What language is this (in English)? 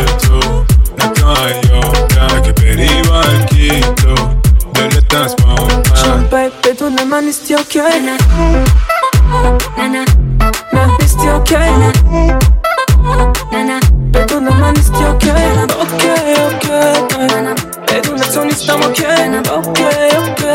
Persian